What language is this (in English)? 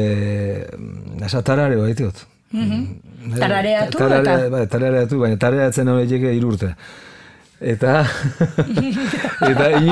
Basque